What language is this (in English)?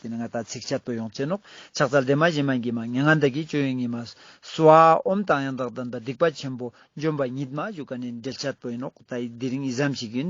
Ladakhi